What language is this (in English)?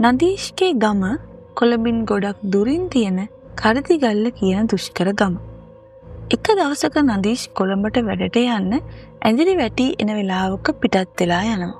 Sinhala